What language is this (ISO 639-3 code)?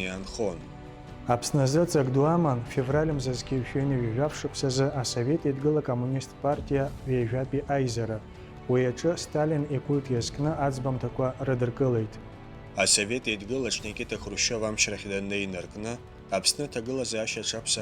abk